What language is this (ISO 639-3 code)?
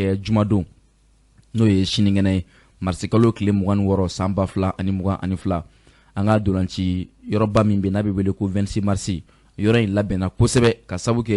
bam